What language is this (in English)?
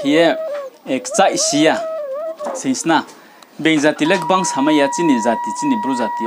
Riang (India)